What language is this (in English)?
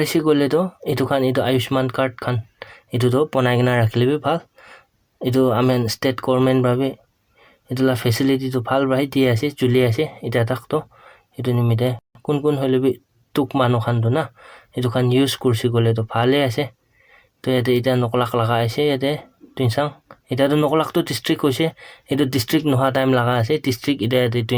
Naga Pidgin